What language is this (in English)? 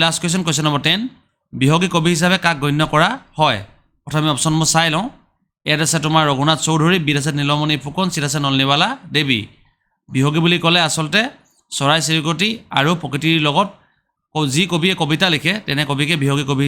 Assamese